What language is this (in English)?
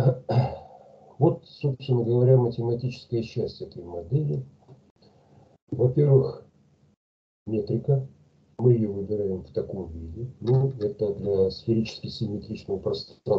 Russian